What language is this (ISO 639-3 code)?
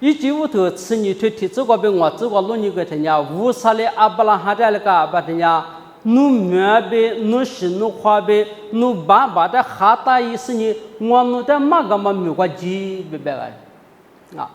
lis